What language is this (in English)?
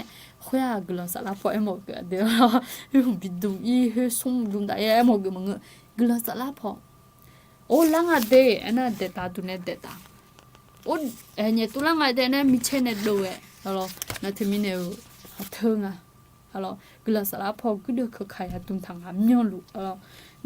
Akha